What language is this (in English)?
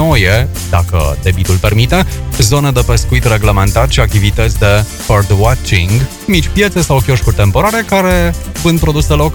Romanian